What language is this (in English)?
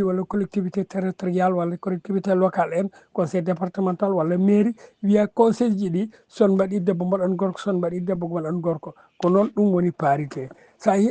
Fula